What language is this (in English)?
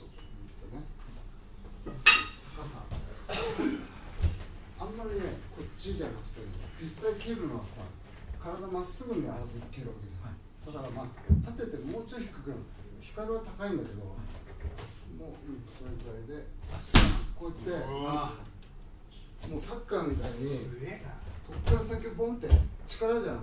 Japanese